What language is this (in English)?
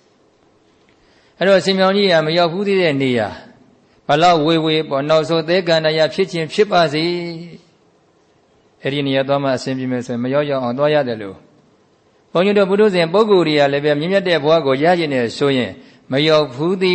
Burmese